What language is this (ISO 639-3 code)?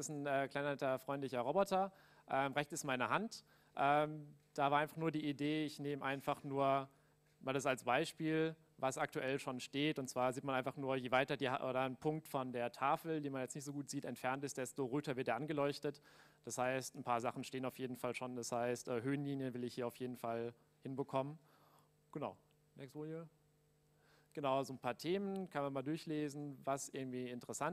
deu